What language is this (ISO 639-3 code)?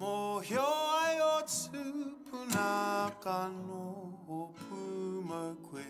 mri